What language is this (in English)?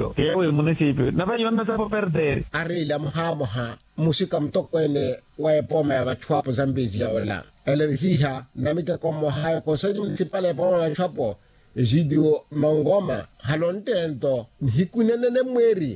Makhuwa